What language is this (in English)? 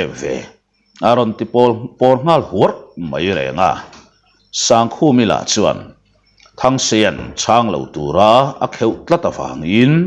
Mizo